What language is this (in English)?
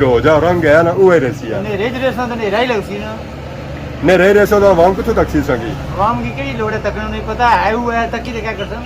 Pahari-Potwari